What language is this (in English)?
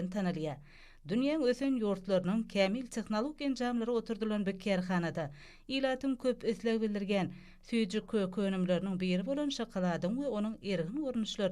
Turkmen